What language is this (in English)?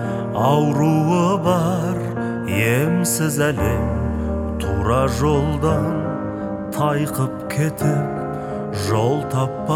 Kazakh